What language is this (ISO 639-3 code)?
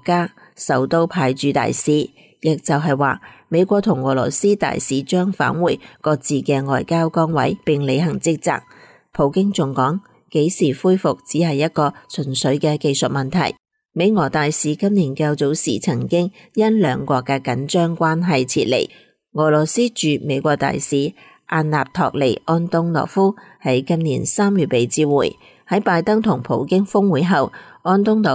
yue